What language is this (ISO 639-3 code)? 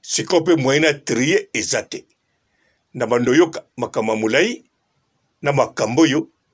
lin